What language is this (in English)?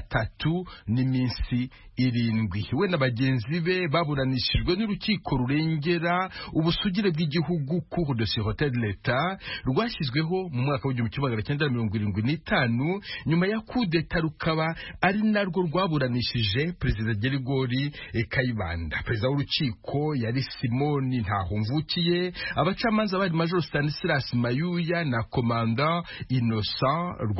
Kinyarwanda